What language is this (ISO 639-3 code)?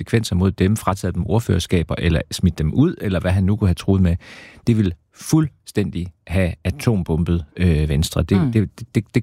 dan